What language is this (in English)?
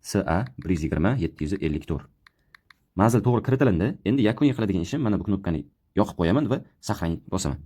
Uzbek